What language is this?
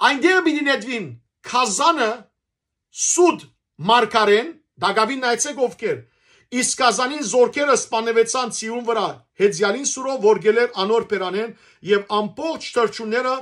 Western Armenian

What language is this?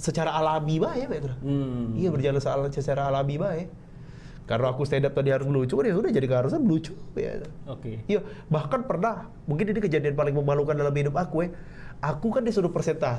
Musi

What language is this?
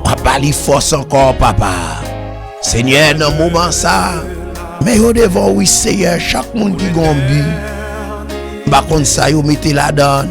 Haitian Creole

